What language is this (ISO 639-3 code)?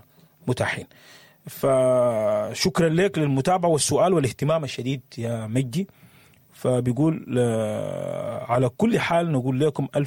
apd